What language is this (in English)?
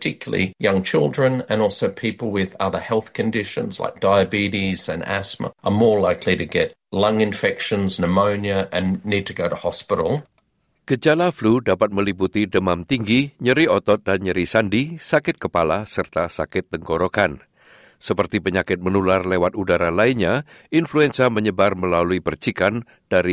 Indonesian